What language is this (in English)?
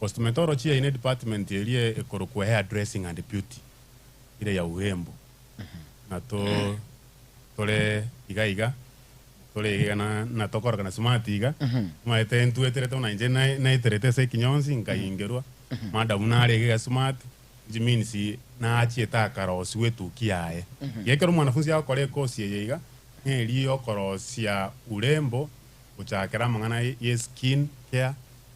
Gusii